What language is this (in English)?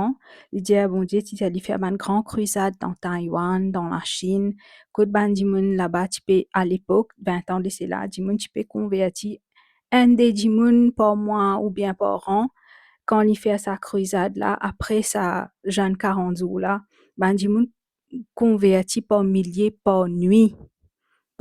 Morisyen